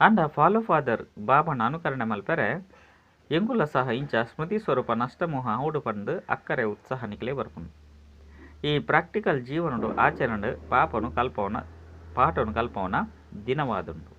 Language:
Tulu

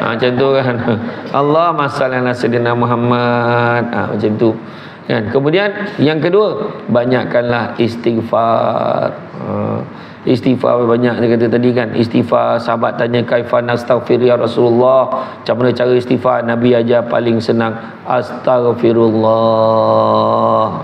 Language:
Malay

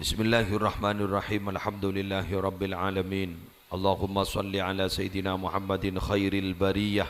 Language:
Madurese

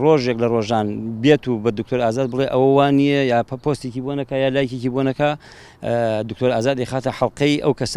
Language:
Central Kurdish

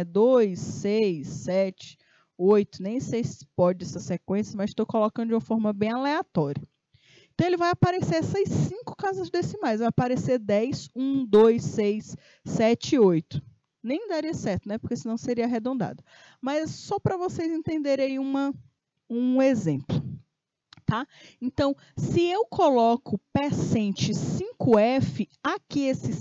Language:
Portuguese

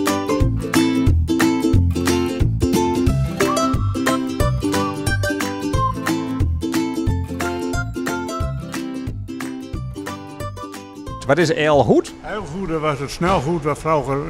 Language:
Dutch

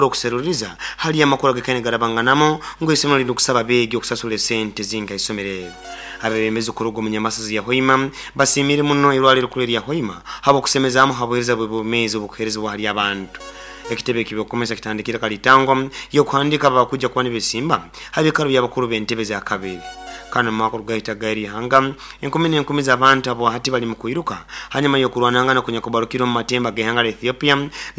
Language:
Nyoro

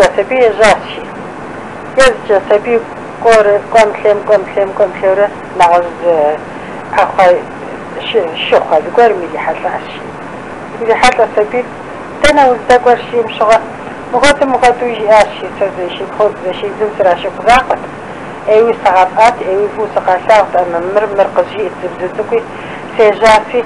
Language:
Kabardian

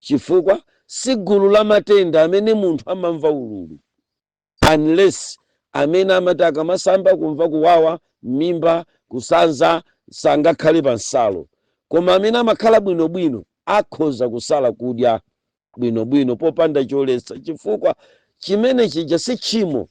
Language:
Nyanja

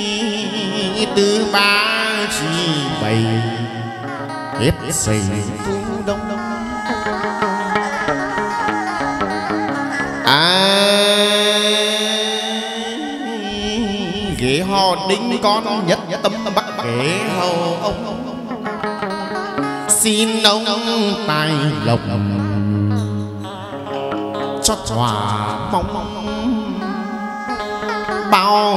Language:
Vietnamese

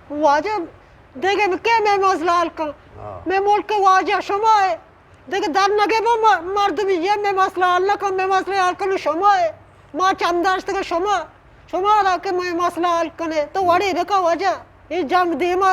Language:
Eastern Balochi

